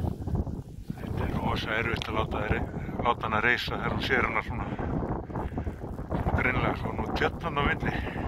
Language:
Icelandic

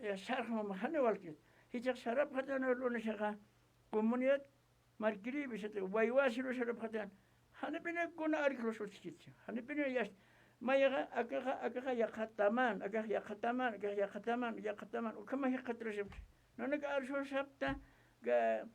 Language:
Aymara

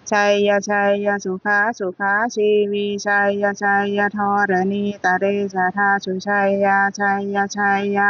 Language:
Pali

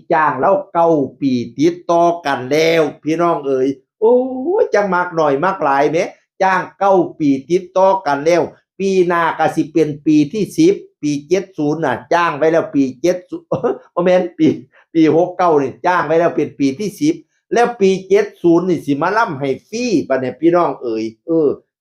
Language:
Northeastern Thai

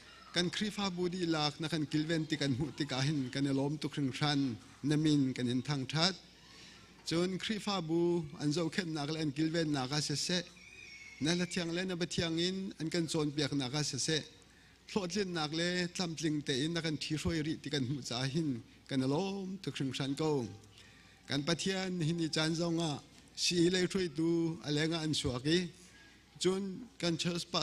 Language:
Hakha Chin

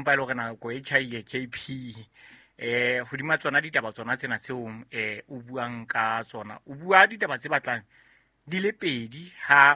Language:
Southern Sotho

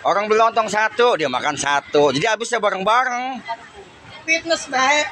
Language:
Betawi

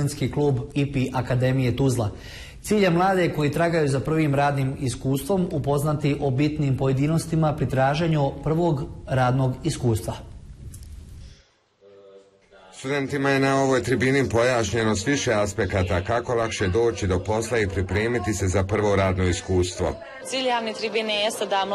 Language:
Bosnian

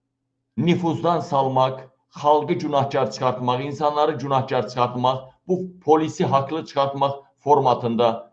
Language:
Azerbaijani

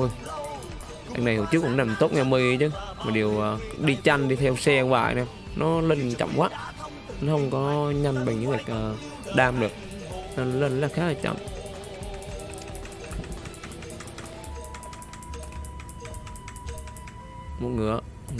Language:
Vietnamese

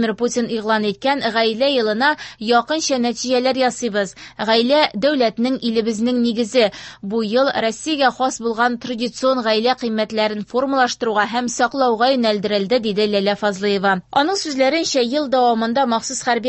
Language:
Tatar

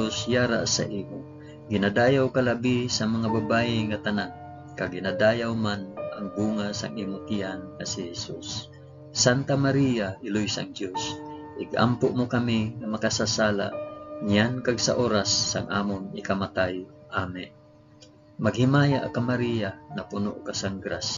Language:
Hiligaynon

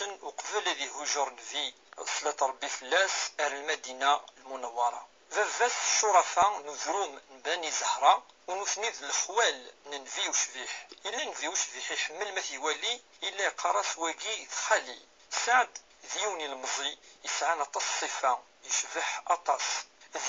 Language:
Kabyle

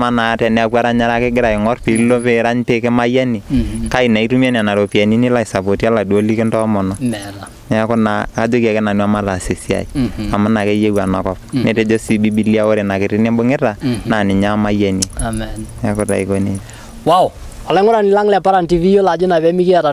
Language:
Masai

